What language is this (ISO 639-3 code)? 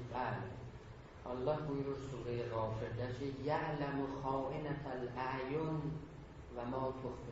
azb